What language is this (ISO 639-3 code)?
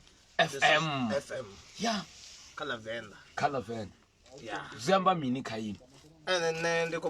ven